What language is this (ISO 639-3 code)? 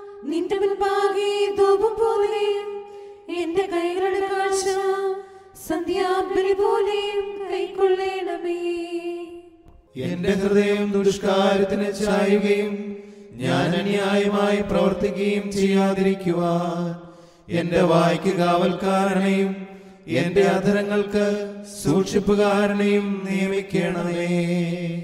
mal